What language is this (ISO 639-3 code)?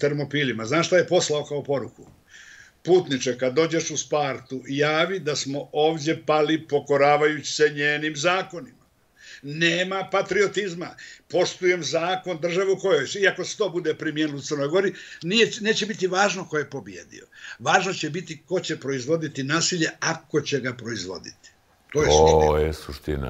bos